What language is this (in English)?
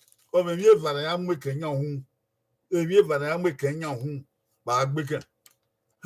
Bini